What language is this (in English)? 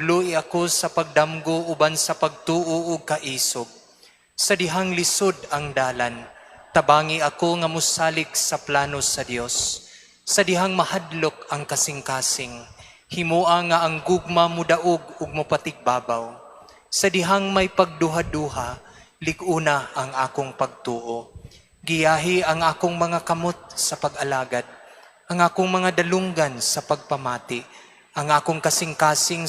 Cebuano